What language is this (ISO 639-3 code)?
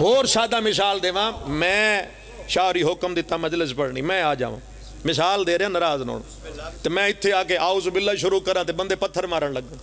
phr